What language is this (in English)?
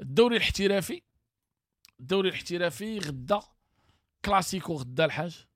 Moroccan Arabic